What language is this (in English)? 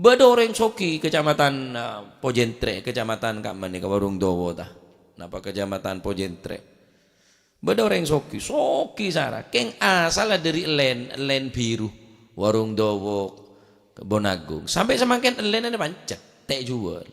Madurese